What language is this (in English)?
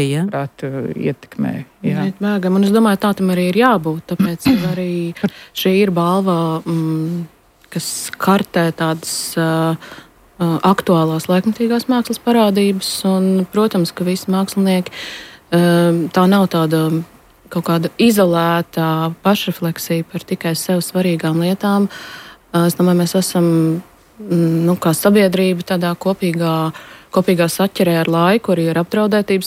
Latvian